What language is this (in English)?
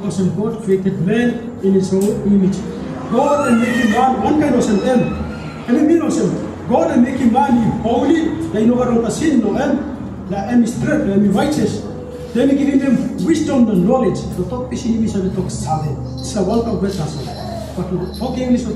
Tok Pisin